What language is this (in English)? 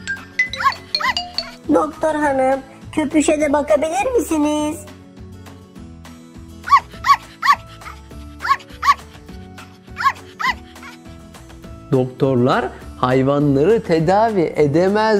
Turkish